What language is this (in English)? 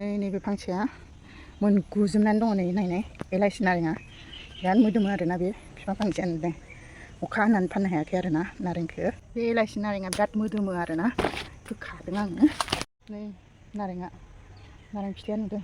Bodo